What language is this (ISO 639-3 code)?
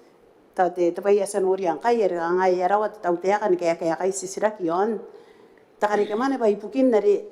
gil